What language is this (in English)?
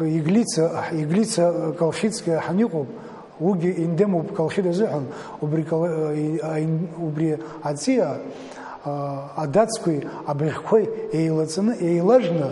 Abkhazian